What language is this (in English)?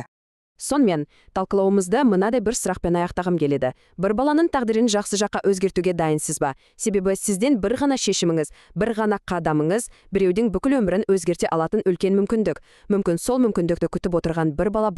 Kazakh